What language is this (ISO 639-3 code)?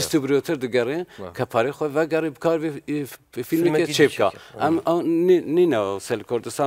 kur